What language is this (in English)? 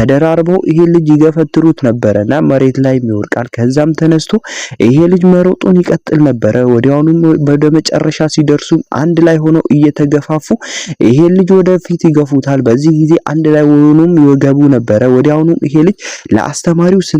Amharic